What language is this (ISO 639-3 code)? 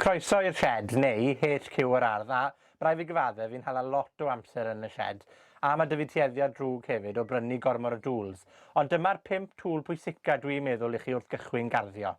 cym